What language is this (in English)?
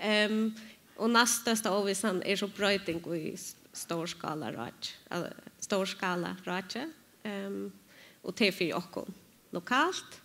Faroese